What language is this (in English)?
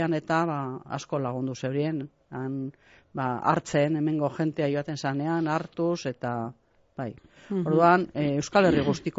Basque